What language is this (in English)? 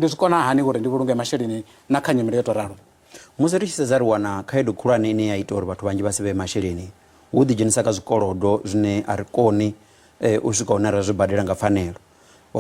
Venda